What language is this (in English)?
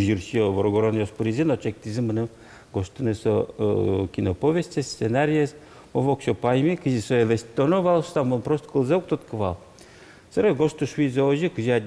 Udmurt